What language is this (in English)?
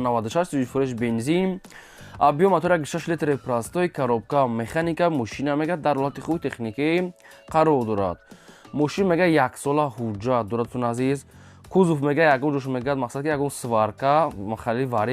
Tajik